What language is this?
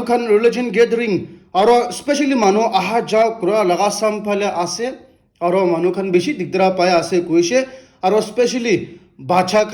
Naga Pidgin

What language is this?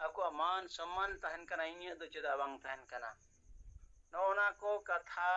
Santali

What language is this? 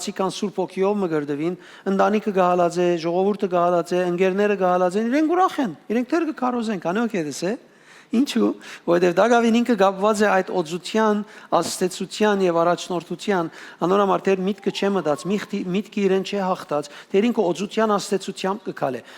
Western Armenian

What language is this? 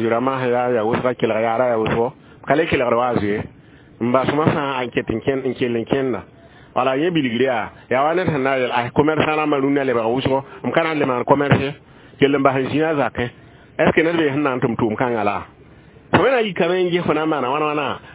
Mossi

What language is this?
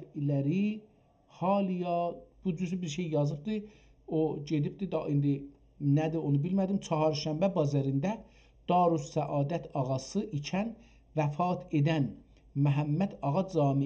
South Azerbaijani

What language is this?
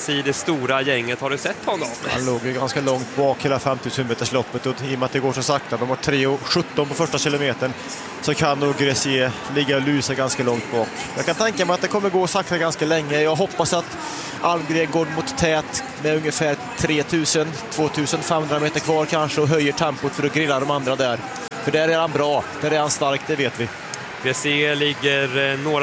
Swedish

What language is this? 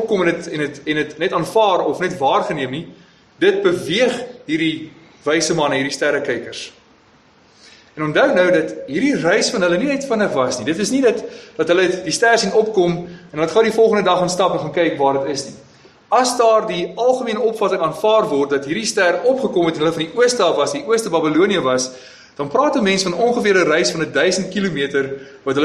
Afrikaans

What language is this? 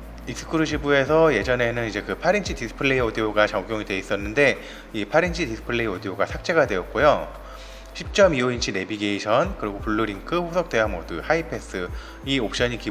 Korean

